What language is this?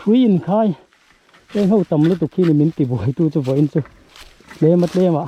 Mizo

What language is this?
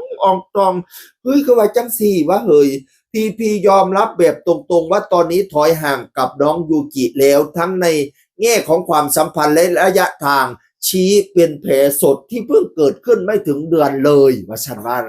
Northeastern Thai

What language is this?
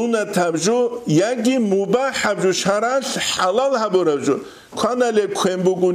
Avaric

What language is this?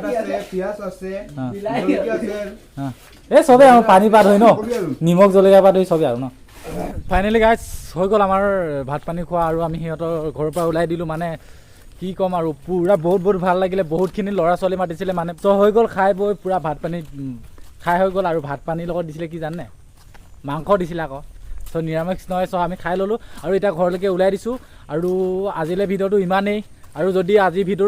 Assamese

